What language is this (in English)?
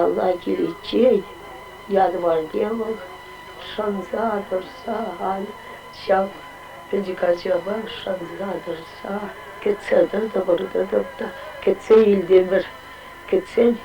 Chuvash